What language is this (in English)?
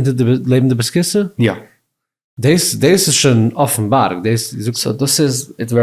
Yiddish